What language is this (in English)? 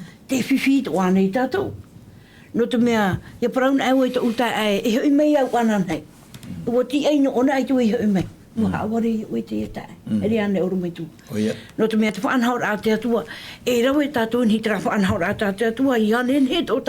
Tahitian